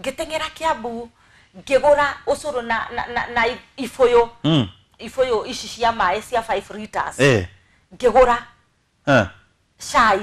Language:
Kikuyu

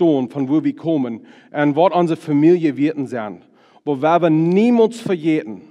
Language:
Plautdietsch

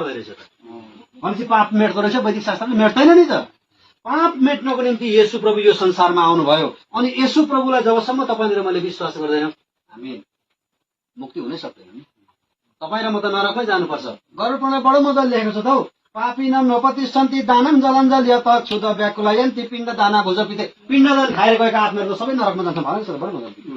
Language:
Nepali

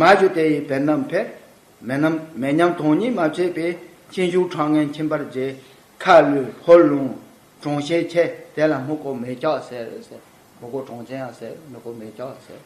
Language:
Tibetan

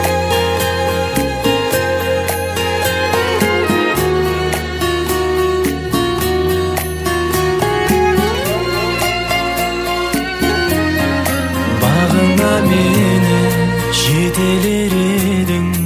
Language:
Kazakh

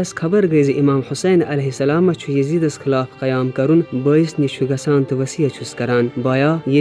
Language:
Kashmiri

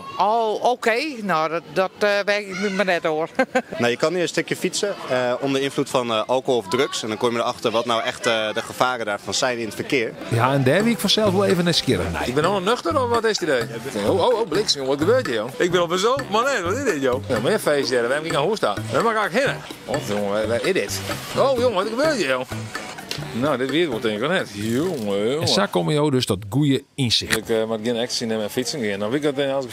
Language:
Western Frisian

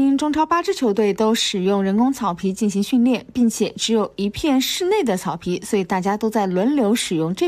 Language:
Chinese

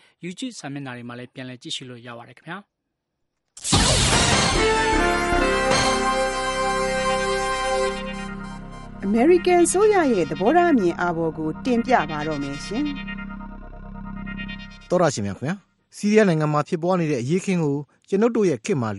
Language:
Burmese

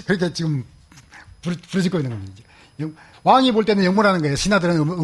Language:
Korean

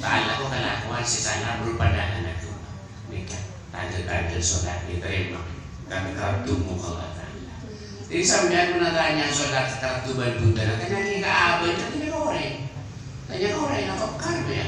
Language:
Madurese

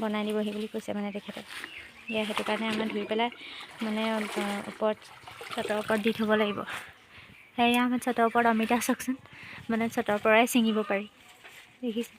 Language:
Assamese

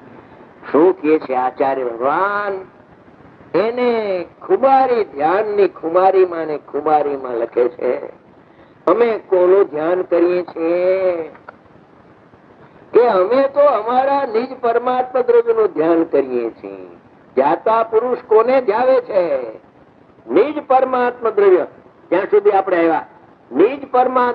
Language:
Gujarati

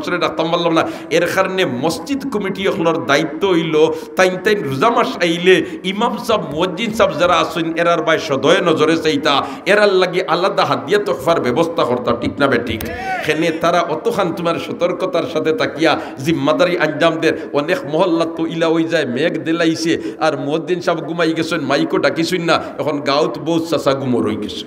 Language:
Sylheti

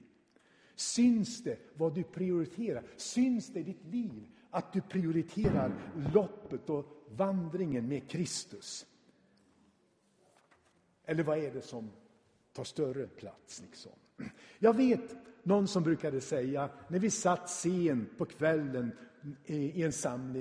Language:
Swedish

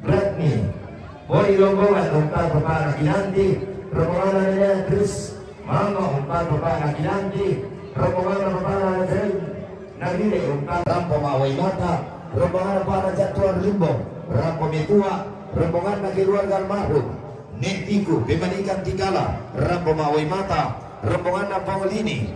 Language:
Toraja-Sa'dan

